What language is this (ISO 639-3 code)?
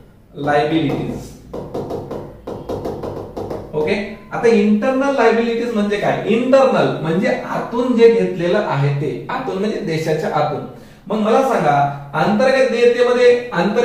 mar